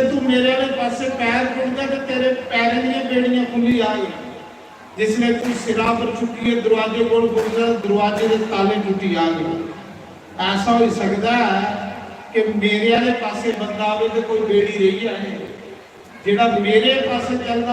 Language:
Dogri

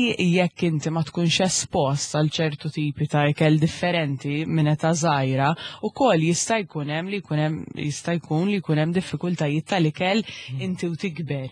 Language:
Maltese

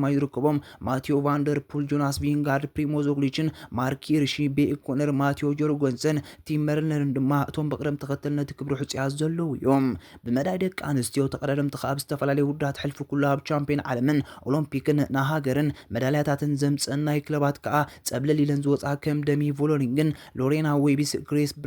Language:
Tigrinya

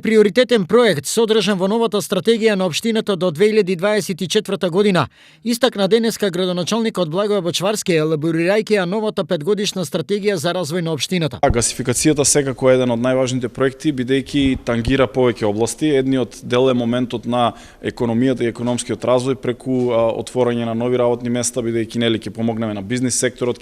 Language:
Macedonian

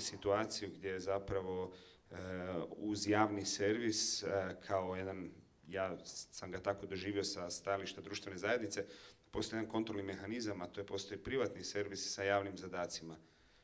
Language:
Croatian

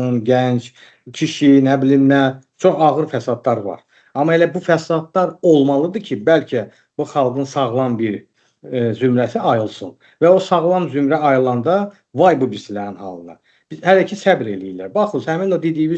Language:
Azerbaijani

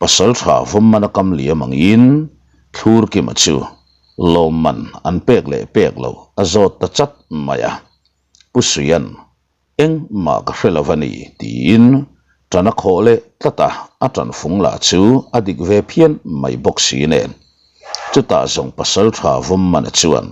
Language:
Mizo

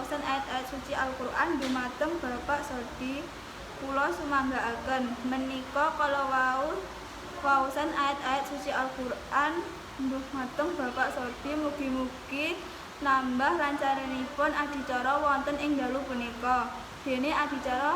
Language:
Javanese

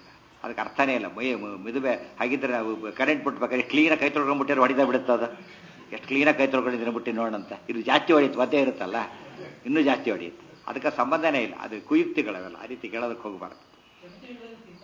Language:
Kannada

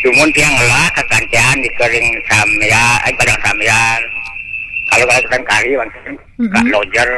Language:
Balinese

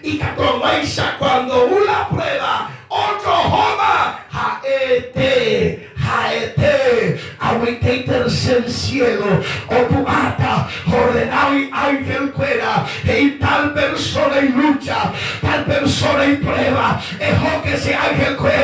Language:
Guarani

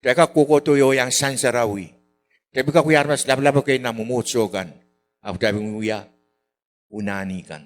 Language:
Pohnpeian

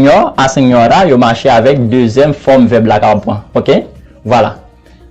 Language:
Haitian Creole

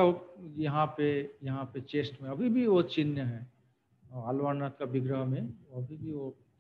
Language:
Hindi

